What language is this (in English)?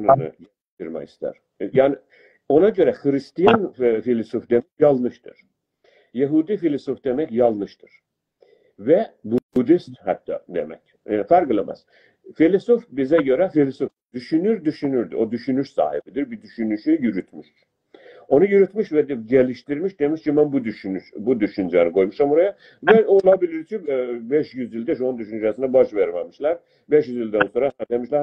South Azerbaijani